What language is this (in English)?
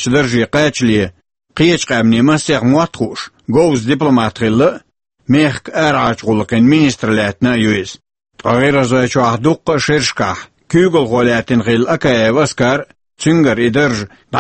Chechen